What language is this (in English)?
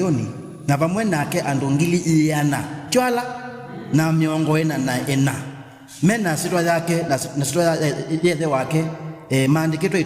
Kamba